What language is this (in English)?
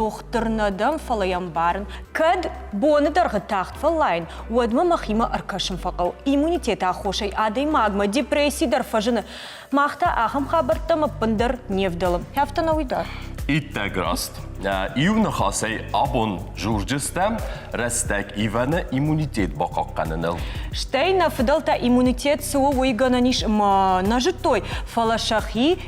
Ossetic